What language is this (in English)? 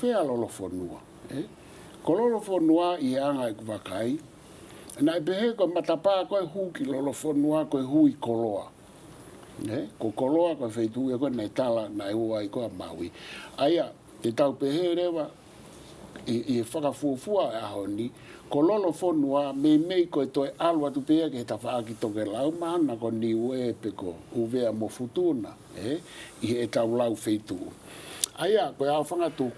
Tongan